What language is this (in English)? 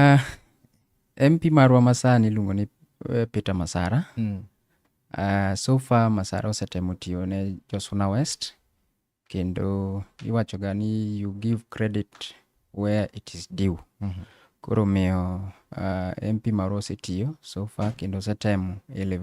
Luo (Kenya and Tanzania)